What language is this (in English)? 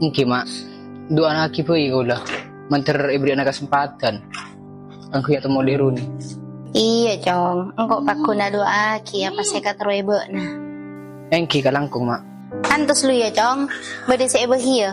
Madurese